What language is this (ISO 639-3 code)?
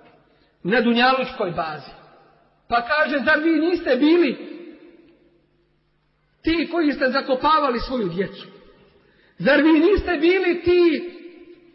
bos